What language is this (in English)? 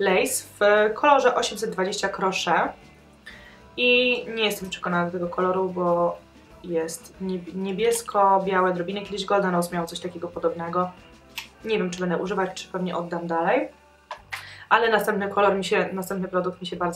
Polish